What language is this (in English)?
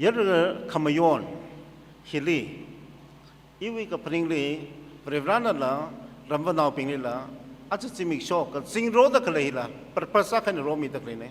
Tangkhul Naga (India)